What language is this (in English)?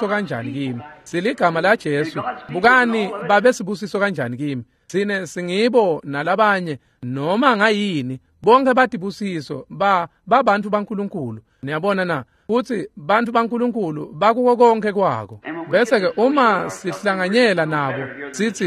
Swati